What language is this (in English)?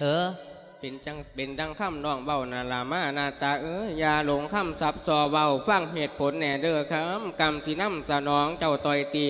Lao